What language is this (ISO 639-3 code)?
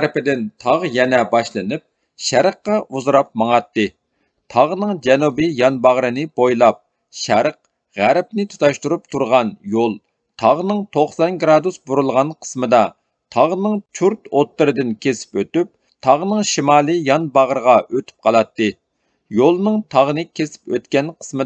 uig